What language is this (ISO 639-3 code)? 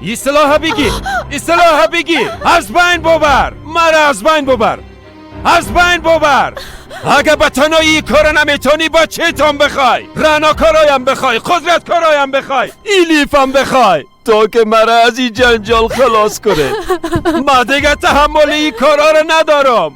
fas